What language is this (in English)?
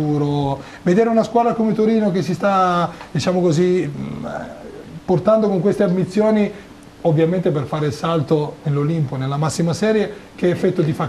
Italian